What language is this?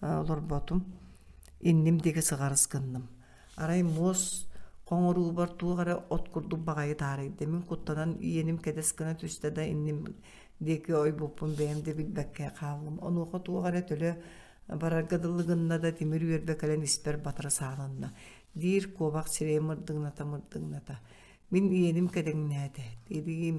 Yakut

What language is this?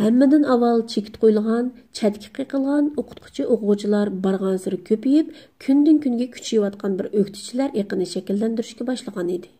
Uyghur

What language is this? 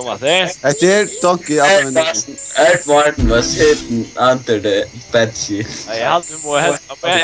Faroese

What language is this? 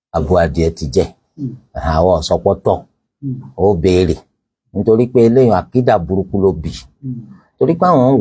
Yoruba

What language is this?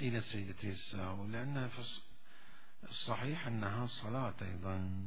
Mesopotamian Arabic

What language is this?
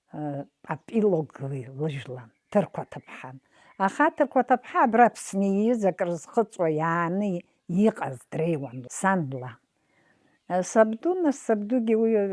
Abkhazian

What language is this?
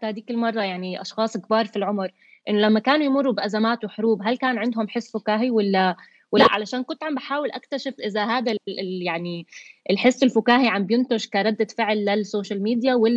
North Levantine Arabic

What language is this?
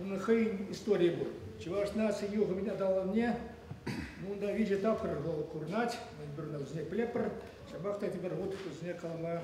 Chuvash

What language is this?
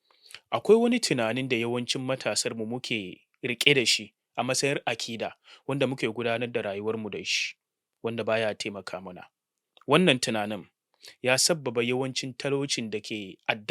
Hausa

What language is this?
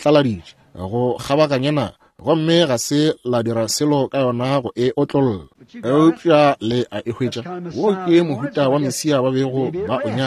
Northern Sotho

